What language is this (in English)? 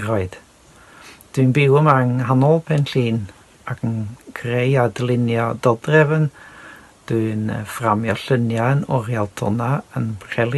Welsh